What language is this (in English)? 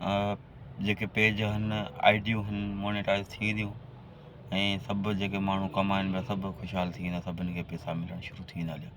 Sindhi